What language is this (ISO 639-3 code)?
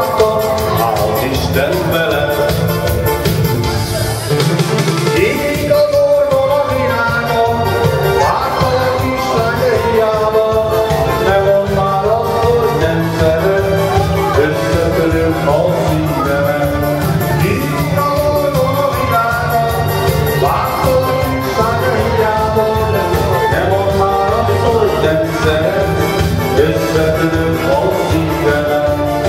hun